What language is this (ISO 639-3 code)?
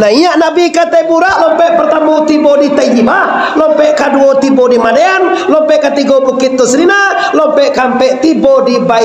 min